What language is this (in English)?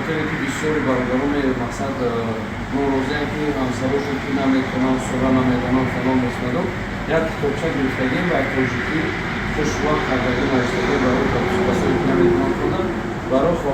Tajik